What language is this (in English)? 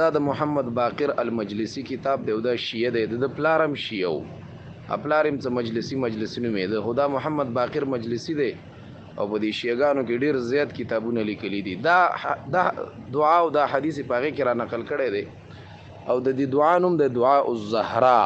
Pashto